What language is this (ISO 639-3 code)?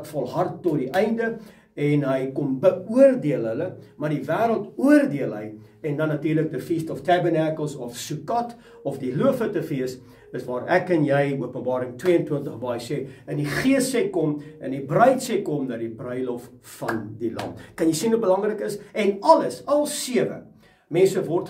afr